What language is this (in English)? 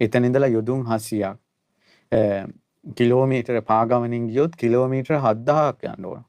Sinhala